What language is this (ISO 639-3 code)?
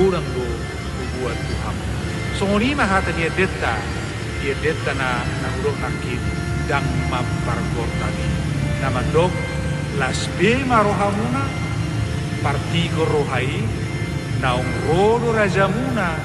bbc